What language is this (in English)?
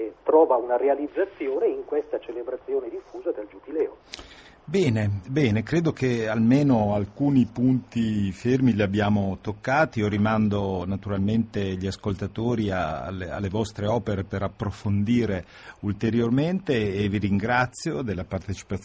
Italian